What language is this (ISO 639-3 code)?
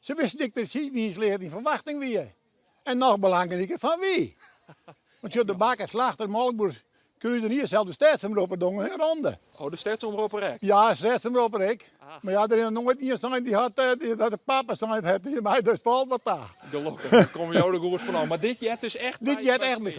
fry